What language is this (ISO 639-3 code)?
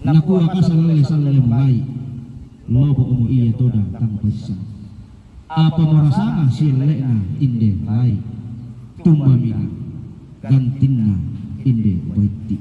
sda